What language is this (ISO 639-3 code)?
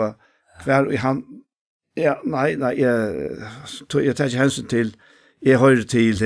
fao